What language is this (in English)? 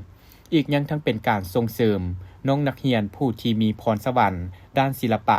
Lao